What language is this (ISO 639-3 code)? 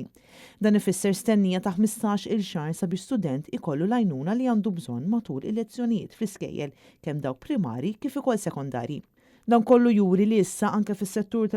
mlt